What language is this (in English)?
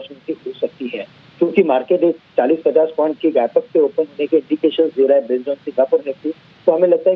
Hindi